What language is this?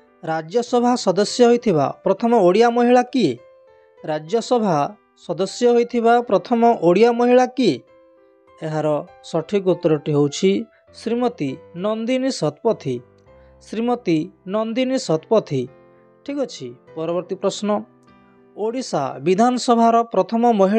Odia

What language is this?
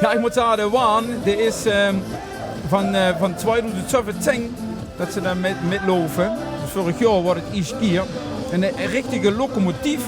Limburgish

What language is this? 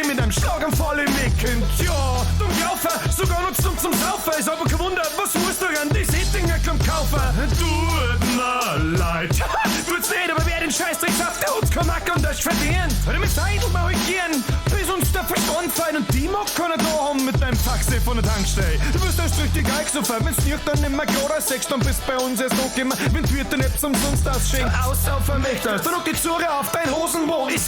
Bavarian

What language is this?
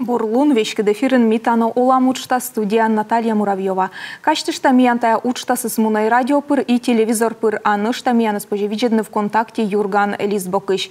Komi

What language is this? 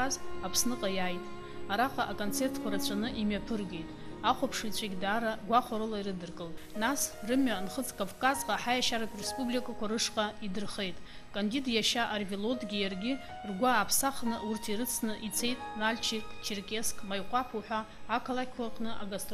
Abkhazian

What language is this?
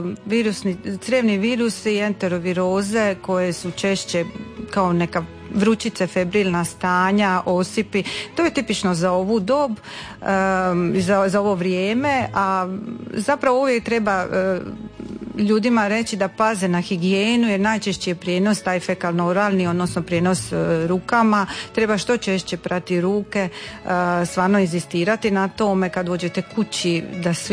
Croatian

